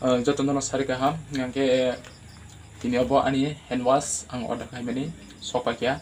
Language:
Kok Borok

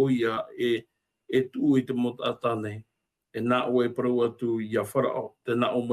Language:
Tahitian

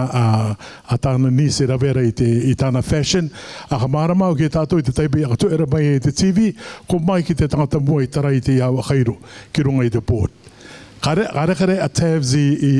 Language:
Rarotongan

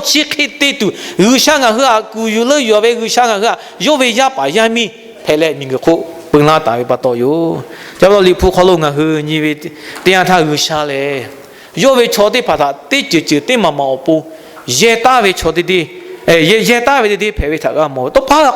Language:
Lahu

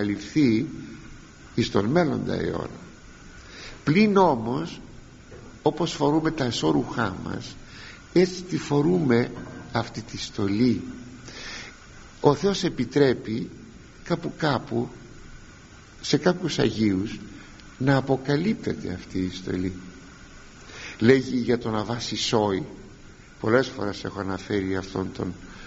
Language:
Greek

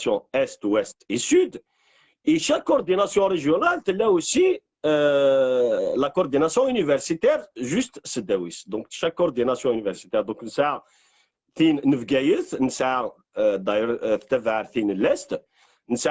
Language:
Kabyle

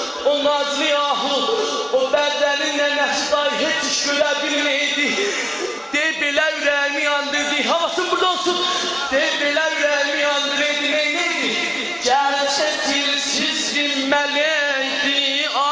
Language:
South Azerbaijani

